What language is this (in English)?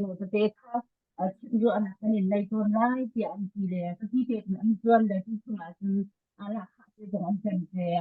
Hakha Chin